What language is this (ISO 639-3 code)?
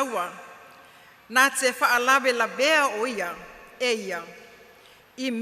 smo